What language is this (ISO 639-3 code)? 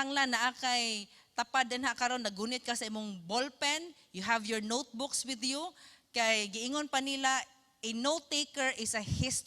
ceb